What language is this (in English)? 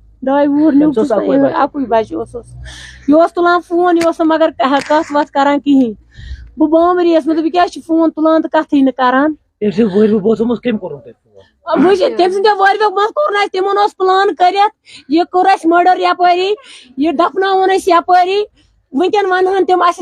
Kashmiri